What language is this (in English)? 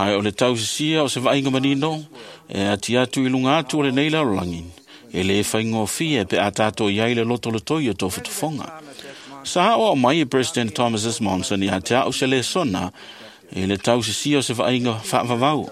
Samoan